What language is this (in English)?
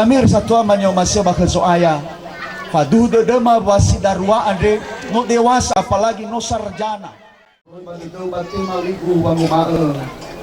Nias